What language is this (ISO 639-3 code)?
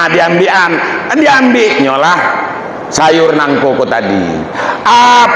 min